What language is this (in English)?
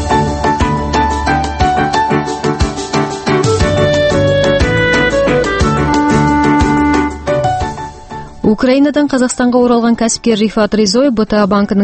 Kazakh